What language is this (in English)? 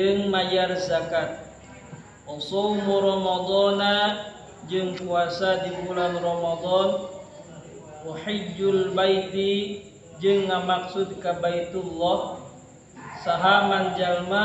Sundanese